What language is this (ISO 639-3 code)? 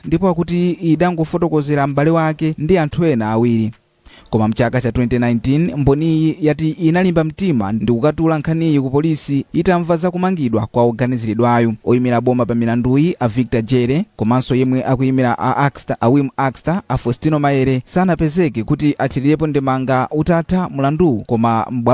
nya